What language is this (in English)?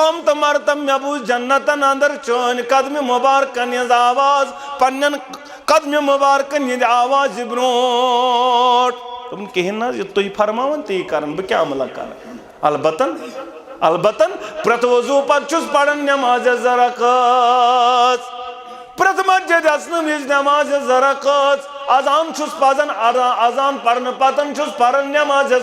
Kashmiri